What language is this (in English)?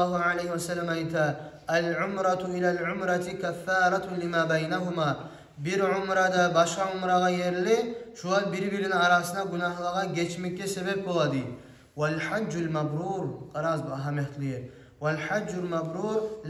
Kumyk